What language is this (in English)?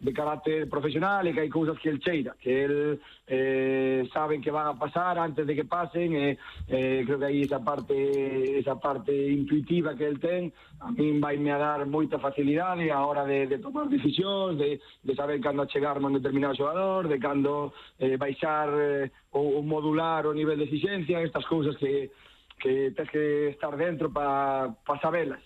Galician